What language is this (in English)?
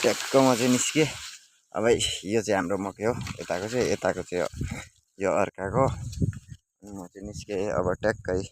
Nepali